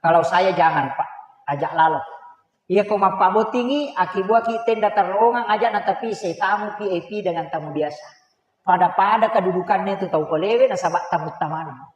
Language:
Buginese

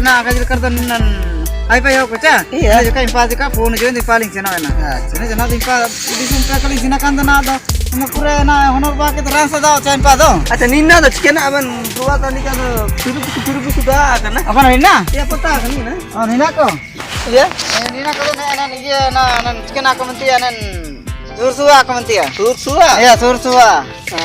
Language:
Ho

